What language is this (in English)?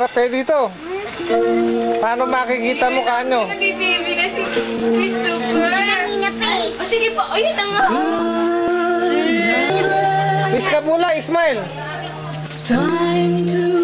Filipino